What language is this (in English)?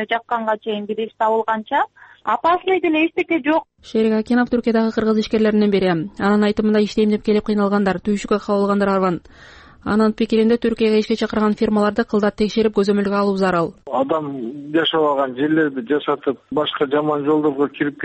Kyrgyz